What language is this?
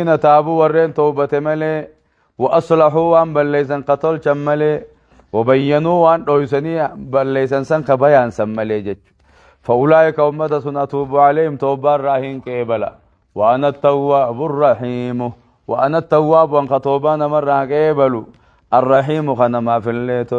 Oromo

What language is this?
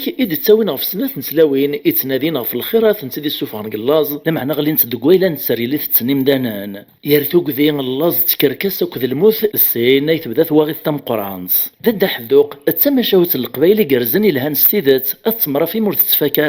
Kabyle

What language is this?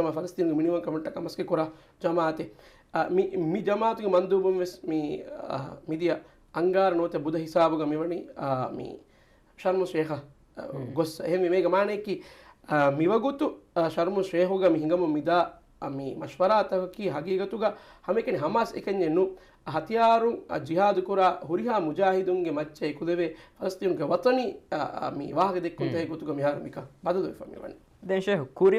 Divehi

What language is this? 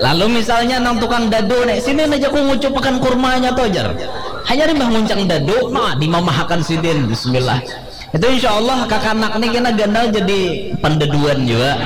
Banjar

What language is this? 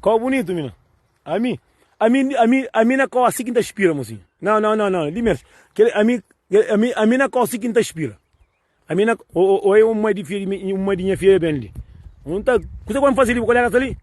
Kabuverdianu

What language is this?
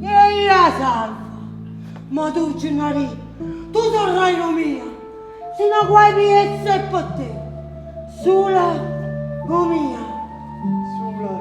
Neapolitan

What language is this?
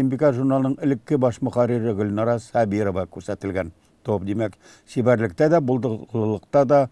Tatar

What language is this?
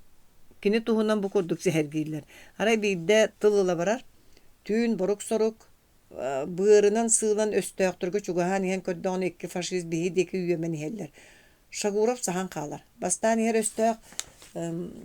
Yakut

